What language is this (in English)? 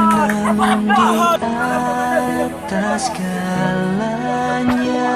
Nias